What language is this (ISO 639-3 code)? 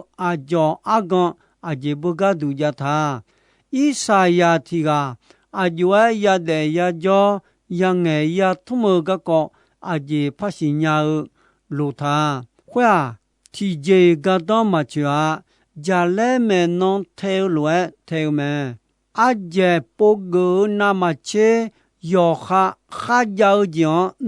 ahk